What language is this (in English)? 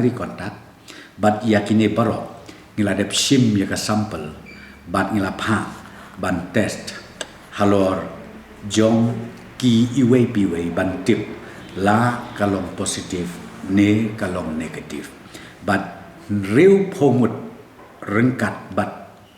Khasi